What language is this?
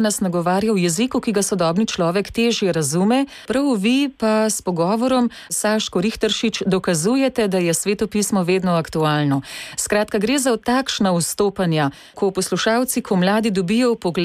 Slovenian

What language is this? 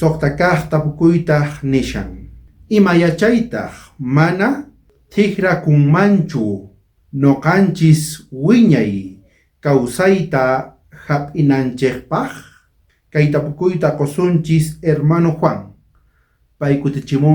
South Bolivian Quechua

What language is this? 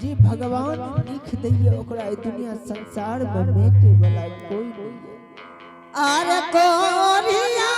Angika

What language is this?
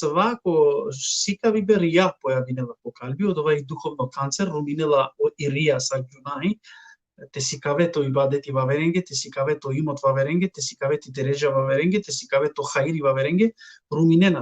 Balkan Romani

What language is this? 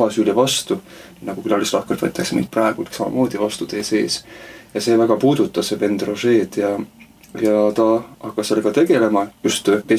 Estonian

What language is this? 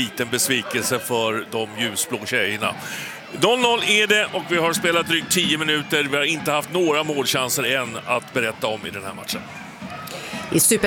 Swedish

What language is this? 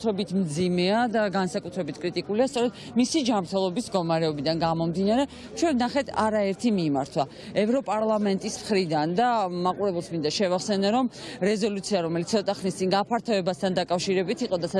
Georgian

